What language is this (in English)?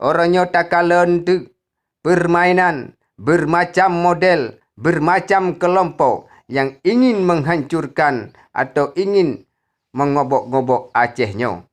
Achinese